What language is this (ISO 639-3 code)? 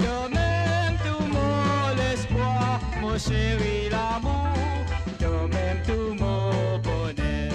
mfe